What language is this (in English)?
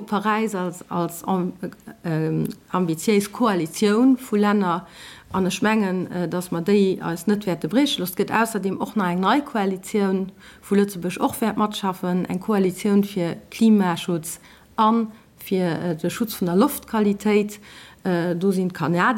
Luxembourgish